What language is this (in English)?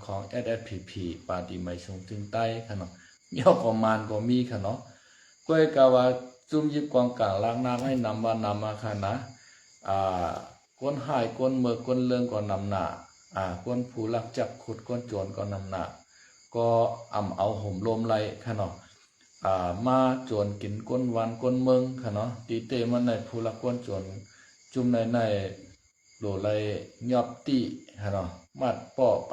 Shan